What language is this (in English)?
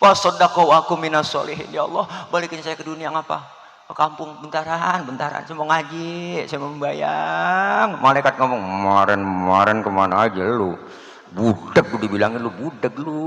Betawi